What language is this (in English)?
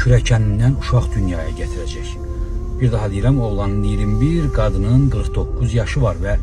Azerbaijani